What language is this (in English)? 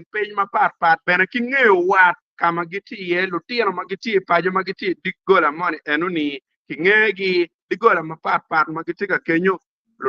Acoli